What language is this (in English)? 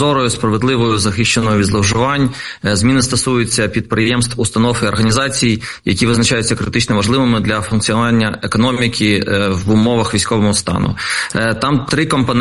Ukrainian